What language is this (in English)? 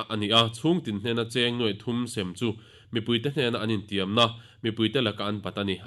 Mizo